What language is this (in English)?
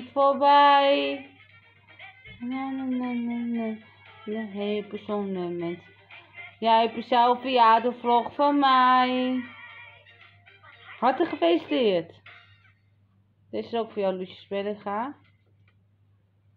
Dutch